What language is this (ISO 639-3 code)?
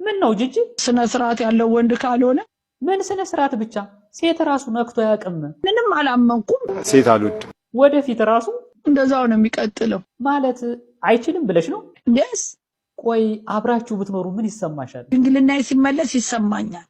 amh